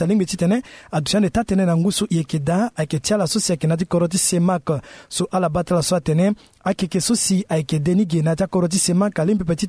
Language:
Sango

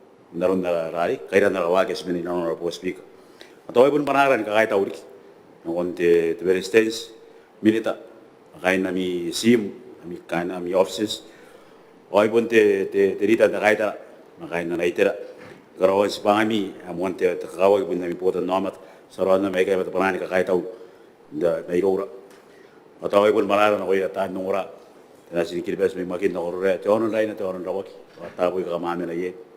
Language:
Gilbertese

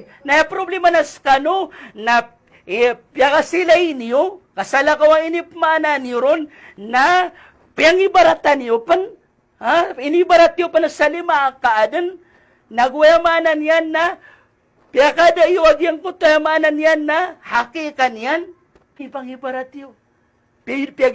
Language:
Maranao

